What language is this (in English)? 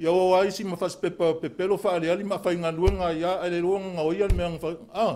Samoan